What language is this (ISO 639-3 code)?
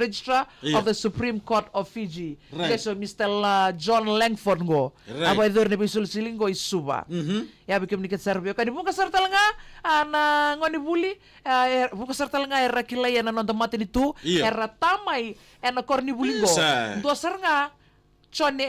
fij